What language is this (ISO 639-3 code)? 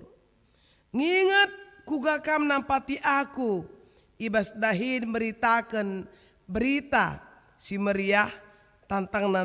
btx